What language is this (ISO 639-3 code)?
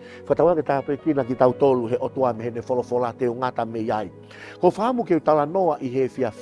ton